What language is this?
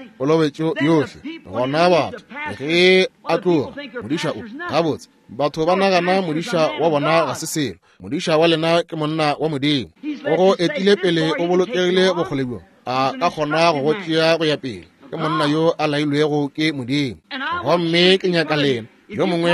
Northern Sotho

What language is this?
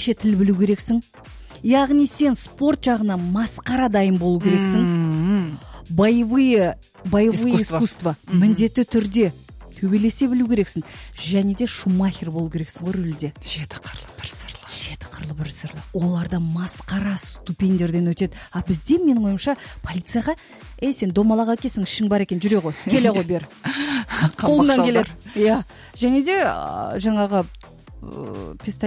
Kazakh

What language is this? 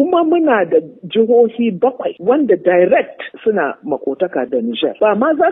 Hausa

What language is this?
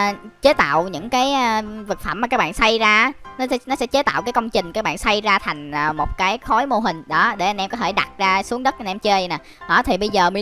Vietnamese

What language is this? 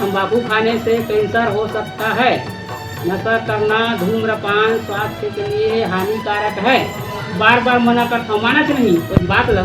Chhattisgarhi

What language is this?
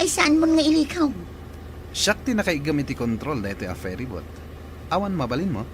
Iloko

